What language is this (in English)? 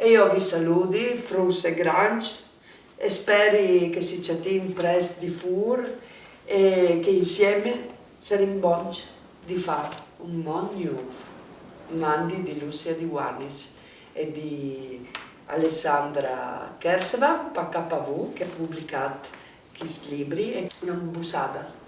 Friulian